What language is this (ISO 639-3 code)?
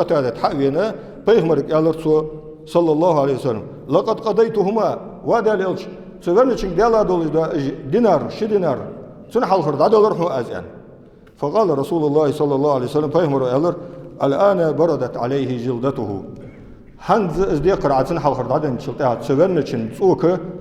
inh